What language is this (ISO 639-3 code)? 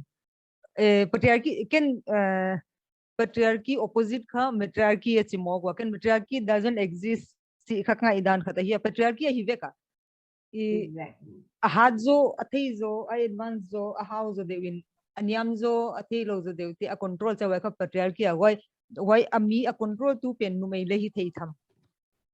pck